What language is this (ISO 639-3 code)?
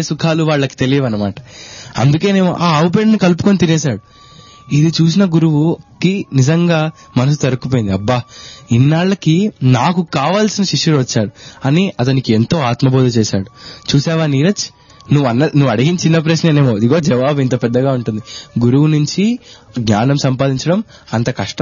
tel